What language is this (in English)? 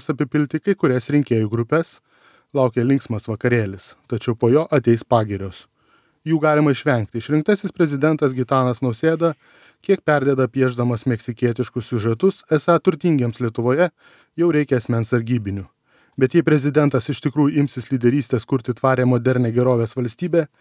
Lithuanian